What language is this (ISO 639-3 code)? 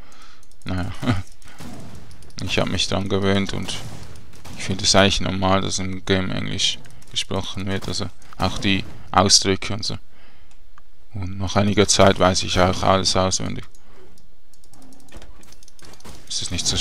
deu